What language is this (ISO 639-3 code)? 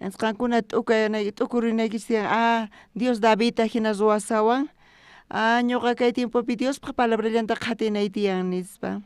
quh